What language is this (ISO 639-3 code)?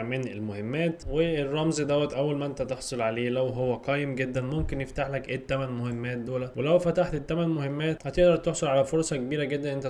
arz